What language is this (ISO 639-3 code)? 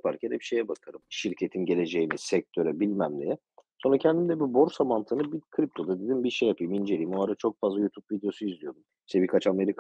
tur